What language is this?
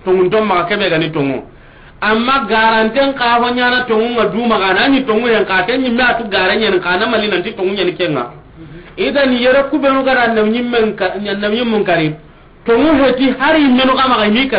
Soninke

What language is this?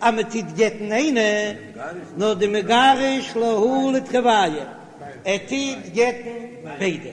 Yiddish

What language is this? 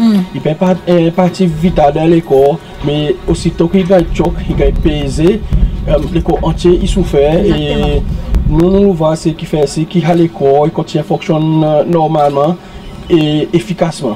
Seselwa Creole French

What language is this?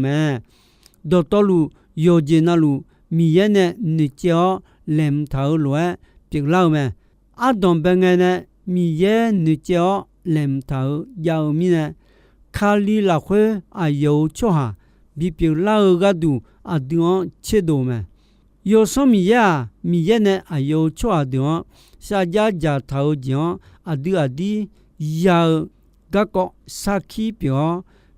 Akha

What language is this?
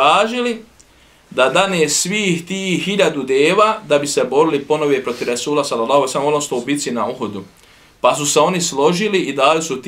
Bosnian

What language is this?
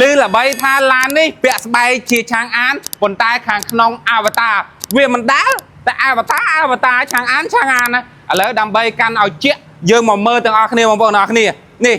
Khmer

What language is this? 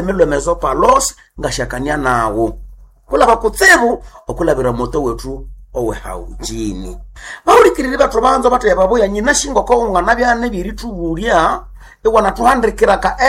Nande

